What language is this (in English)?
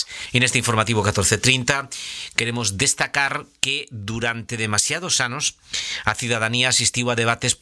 Galician